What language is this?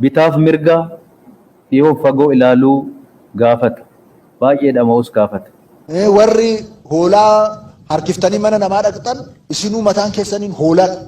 Oromo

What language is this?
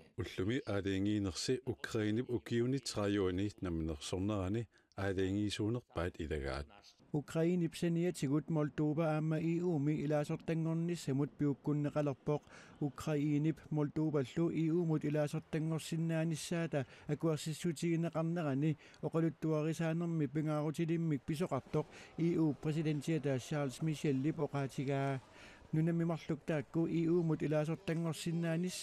Kalaallisut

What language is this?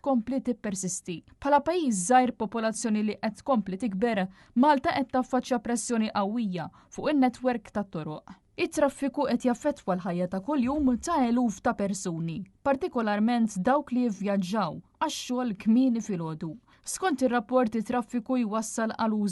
Maltese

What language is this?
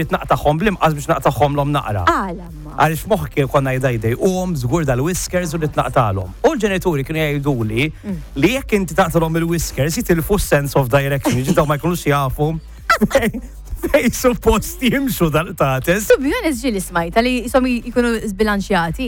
Maltese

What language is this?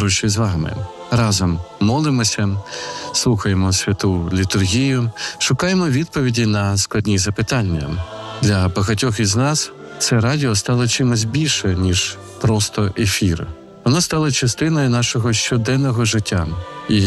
Ukrainian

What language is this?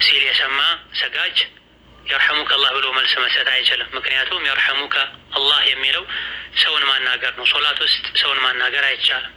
Amharic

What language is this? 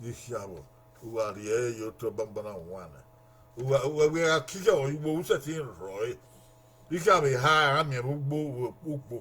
Bini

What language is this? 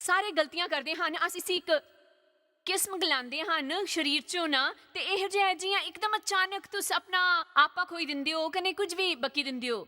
Dogri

